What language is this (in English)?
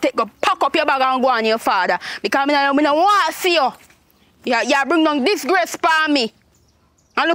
Jamaican Creole English